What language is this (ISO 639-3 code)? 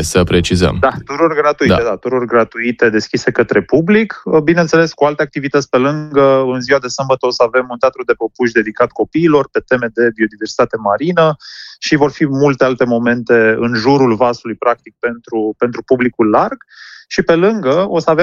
ron